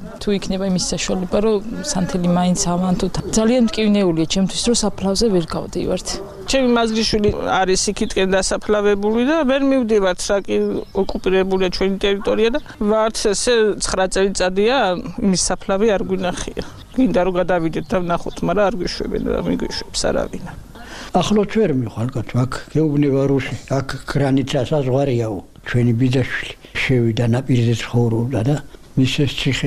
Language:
Georgian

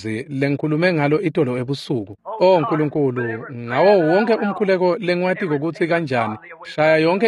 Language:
Swati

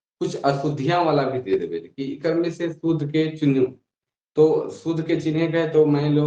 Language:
Sadri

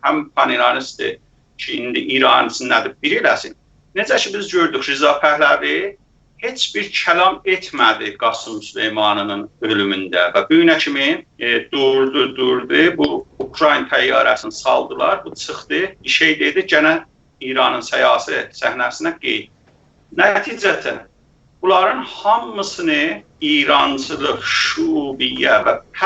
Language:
South Azerbaijani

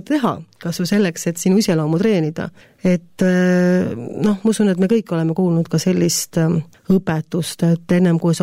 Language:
Estonian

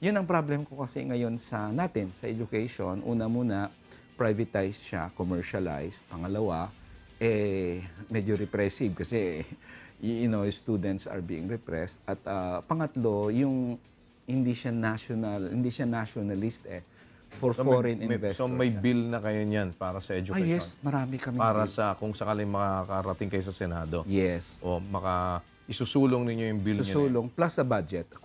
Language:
Filipino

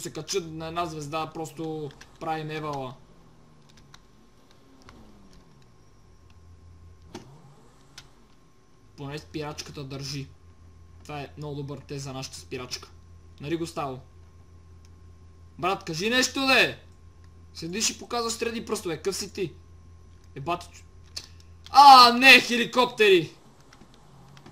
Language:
Bulgarian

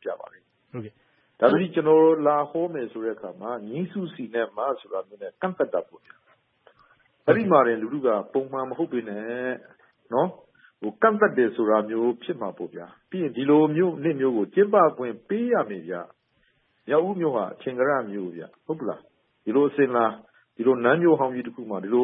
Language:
Burmese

